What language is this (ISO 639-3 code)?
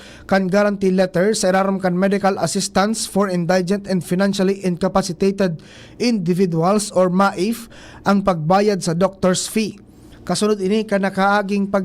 bik